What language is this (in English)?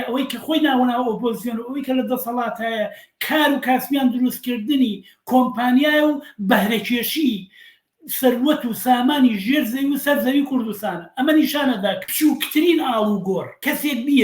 Central Kurdish